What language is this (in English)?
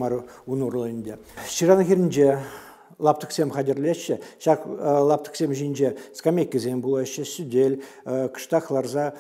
Chuvash